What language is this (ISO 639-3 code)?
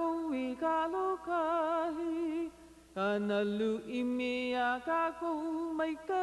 haw